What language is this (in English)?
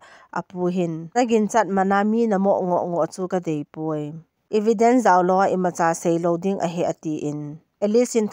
Thado Chin